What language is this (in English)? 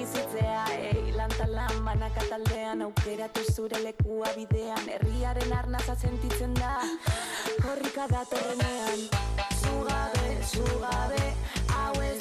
Basque